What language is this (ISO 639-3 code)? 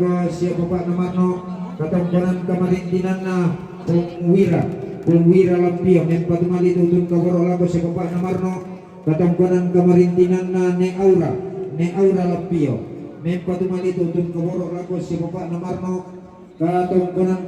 sda